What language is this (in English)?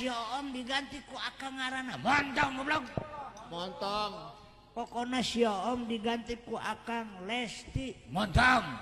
Sundanese